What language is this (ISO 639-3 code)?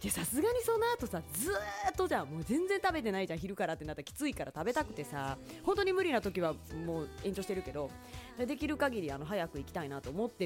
jpn